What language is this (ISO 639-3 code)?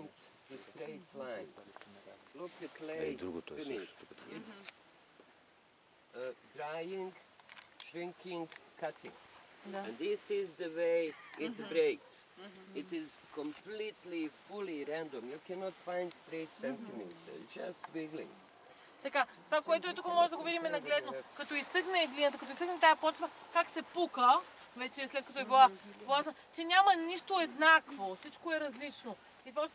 bul